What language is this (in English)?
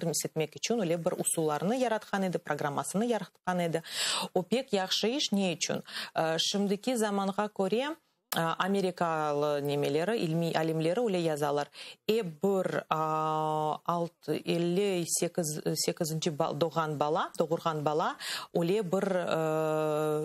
Crimean Tatar